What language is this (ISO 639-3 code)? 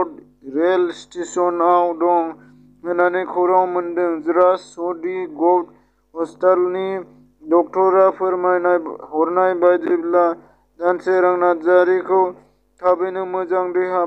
brx